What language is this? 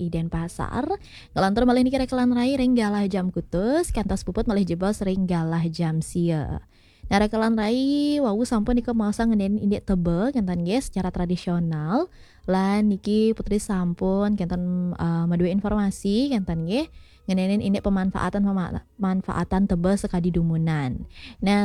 Balinese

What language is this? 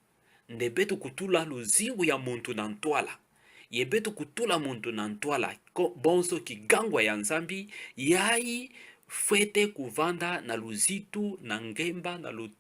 Kituba (Democratic Republic of Congo)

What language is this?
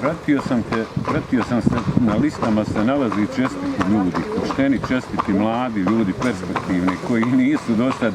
Bosnian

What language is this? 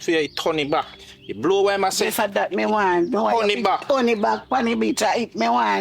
Jamaican Creole English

